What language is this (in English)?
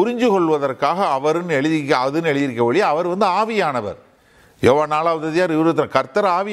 Tamil